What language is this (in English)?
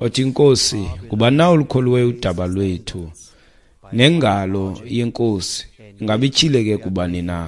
Xhosa